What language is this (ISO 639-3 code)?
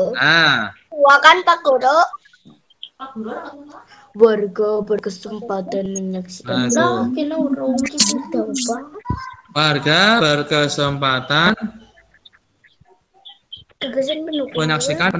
ind